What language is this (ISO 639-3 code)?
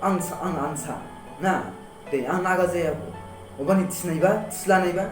dis